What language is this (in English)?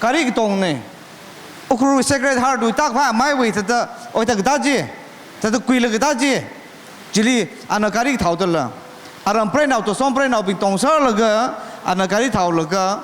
Tangkhul Naga (India)